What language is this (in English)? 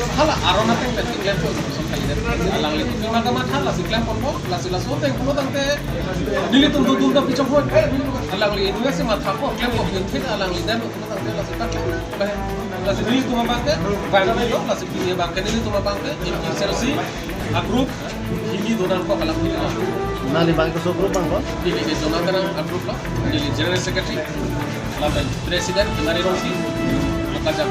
Karbi